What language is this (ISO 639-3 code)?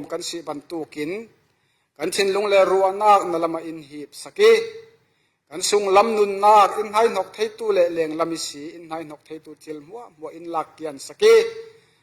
cfm